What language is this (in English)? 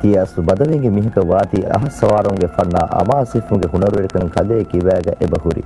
Divehi